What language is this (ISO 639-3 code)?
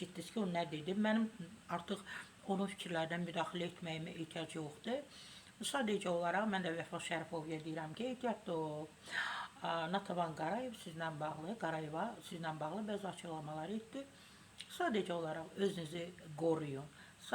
aze